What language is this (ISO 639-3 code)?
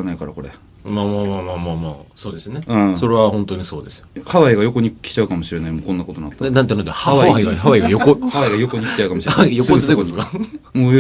jpn